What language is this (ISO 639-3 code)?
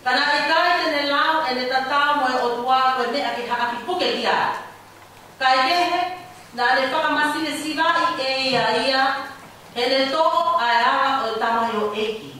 ton